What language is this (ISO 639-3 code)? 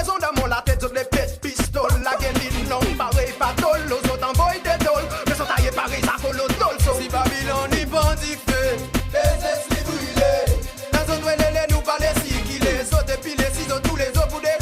crs